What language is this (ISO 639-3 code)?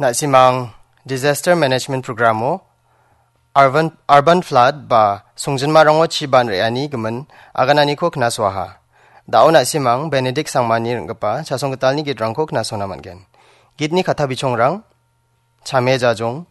grt